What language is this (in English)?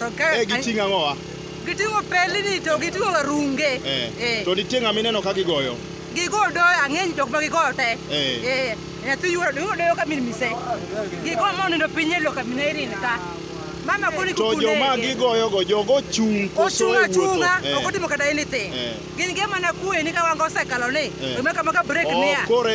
Luo (Kenya and Tanzania)